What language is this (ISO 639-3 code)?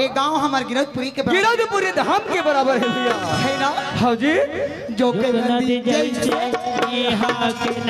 hne